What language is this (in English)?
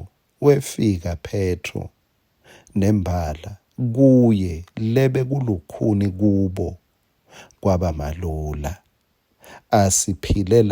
Swati